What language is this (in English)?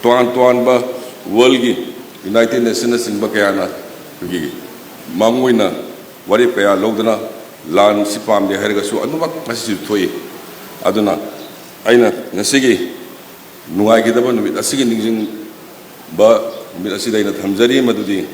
Manipuri